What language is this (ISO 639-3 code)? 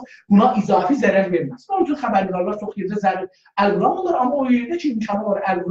azb